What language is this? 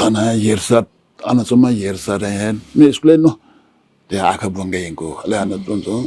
Newari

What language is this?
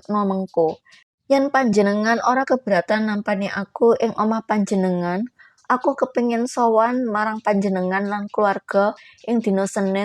Javanese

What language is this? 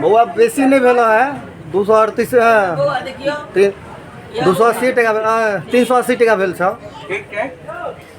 Maithili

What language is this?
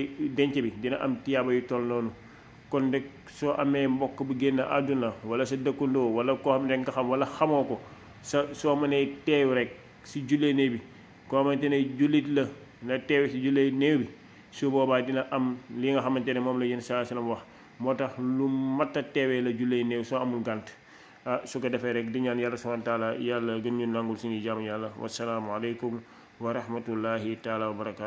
Wolof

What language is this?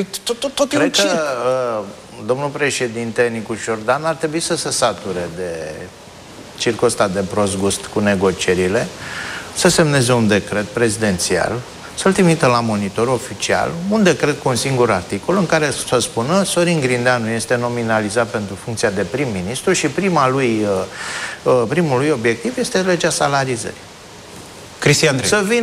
Romanian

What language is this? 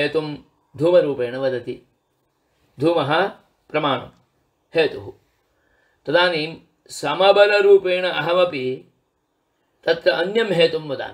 Sanskrit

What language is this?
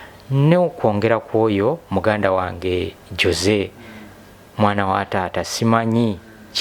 Ganda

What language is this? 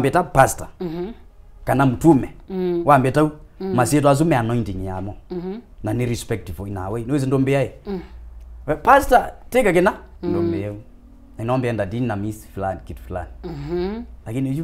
Kamba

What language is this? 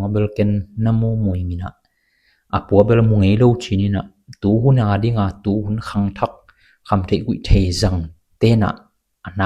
Tedim Chin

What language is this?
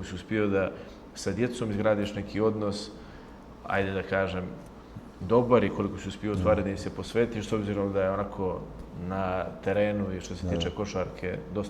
Bosnian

